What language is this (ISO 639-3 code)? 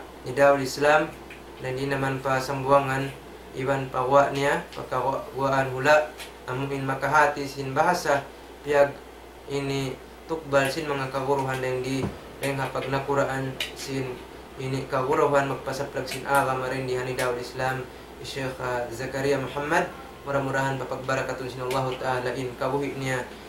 tsg